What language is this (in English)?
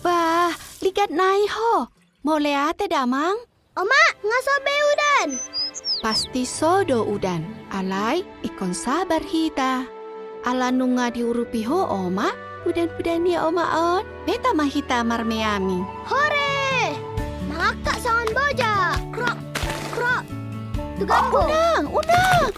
Batak Toba